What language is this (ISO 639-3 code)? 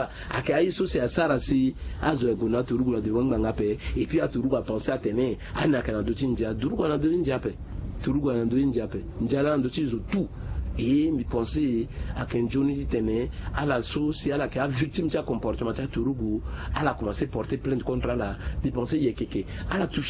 sag